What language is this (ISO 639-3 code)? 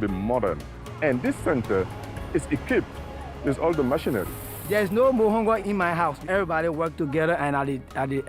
tah